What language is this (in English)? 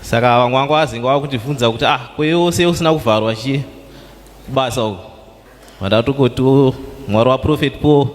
Shona